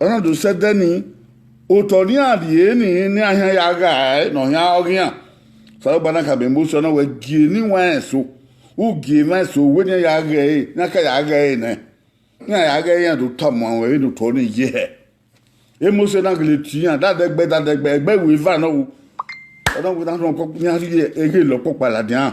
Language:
Bini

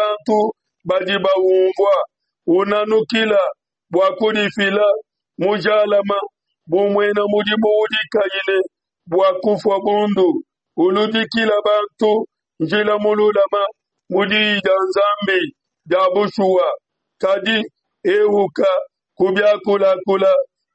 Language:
Luba-Lulua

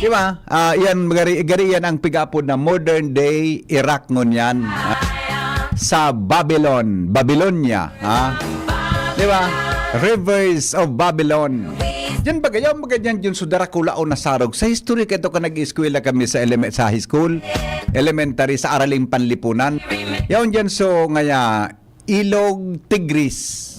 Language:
Bikol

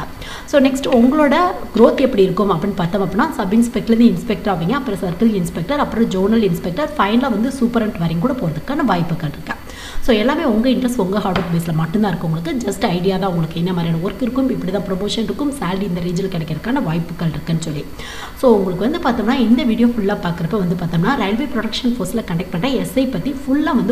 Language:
Tamil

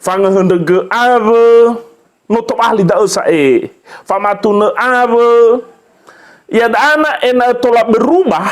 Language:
Nias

